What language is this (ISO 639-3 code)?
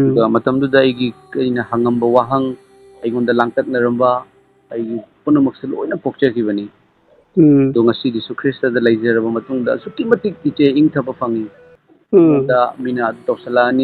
mni